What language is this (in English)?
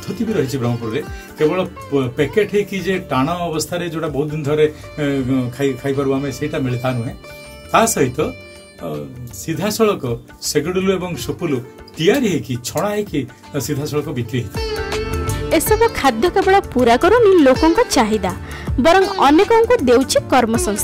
Odia